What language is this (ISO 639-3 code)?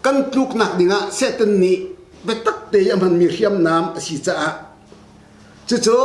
cnh